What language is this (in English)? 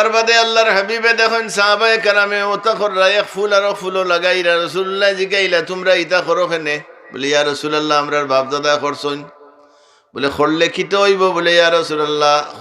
Sylheti